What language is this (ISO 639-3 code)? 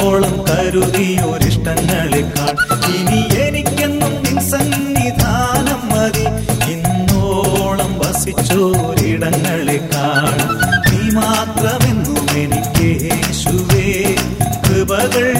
mal